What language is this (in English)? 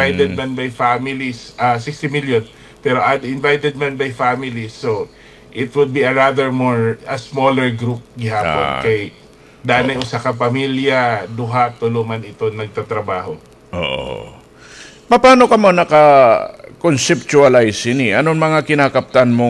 Waray